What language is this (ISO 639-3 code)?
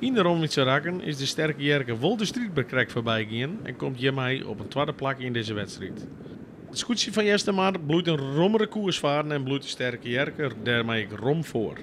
fry